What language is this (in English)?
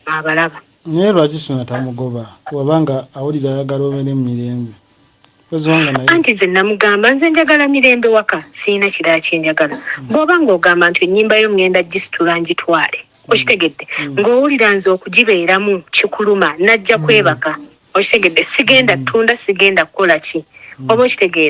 Ganda